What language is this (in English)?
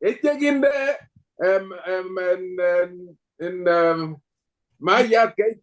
Kalenjin